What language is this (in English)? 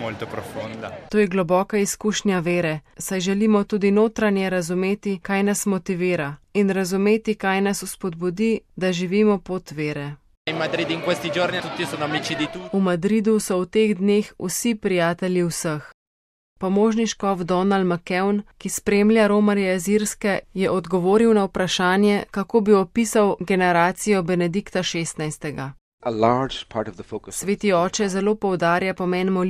Slovenian